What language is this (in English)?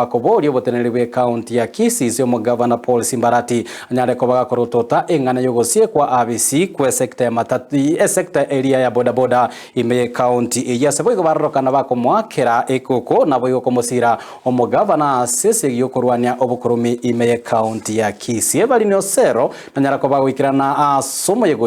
Gusii